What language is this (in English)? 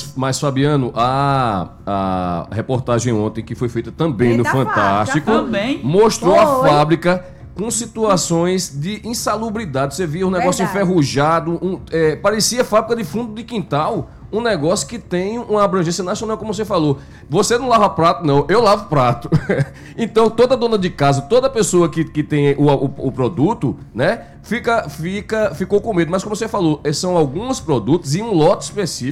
Portuguese